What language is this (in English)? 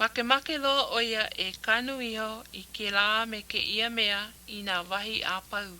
Hawaiian